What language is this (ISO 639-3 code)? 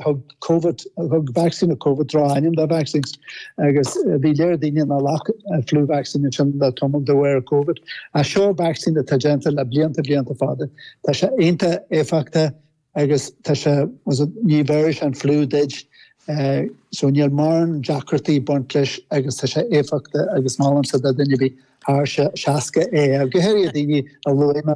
gle